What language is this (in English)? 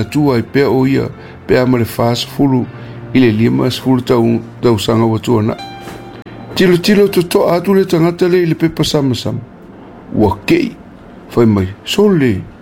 Samoan